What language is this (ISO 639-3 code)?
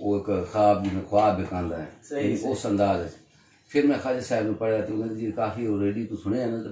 skr